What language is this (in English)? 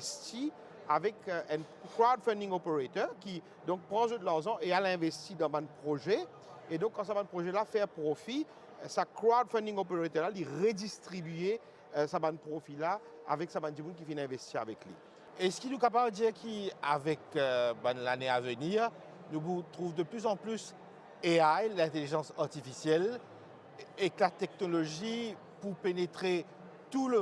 Morisyen